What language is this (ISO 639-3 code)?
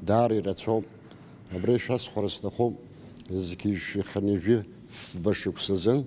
abk